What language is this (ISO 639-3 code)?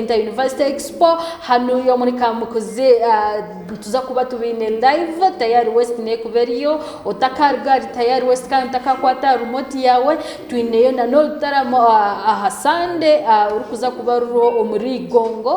nyn